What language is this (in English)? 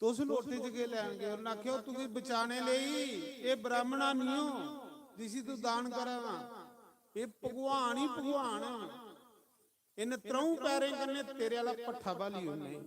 Dogri